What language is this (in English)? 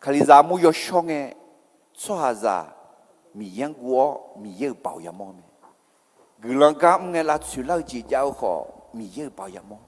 Akha